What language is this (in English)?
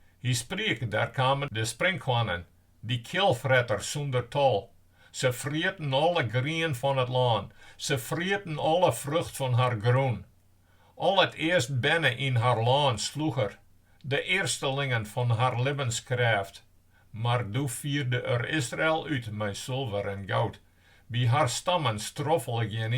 Western Frisian